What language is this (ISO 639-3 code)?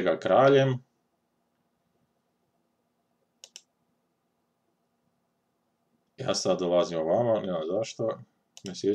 hrv